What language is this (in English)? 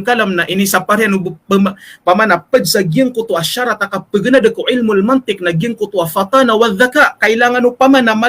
Maranao